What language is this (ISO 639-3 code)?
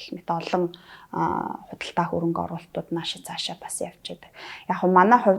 mon